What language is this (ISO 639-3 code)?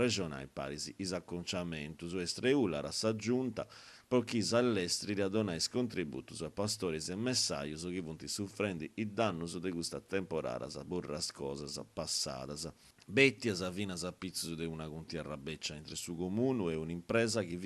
srd